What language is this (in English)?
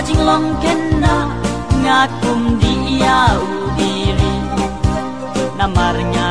Khasi